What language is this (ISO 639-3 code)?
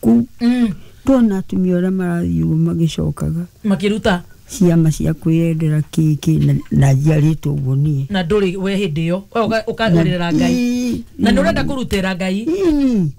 kik